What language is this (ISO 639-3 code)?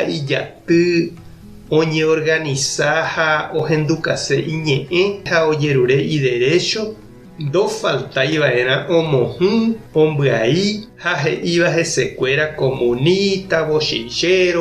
grn